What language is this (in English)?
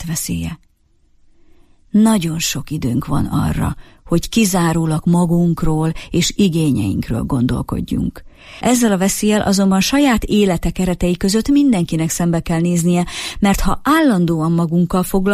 Hungarian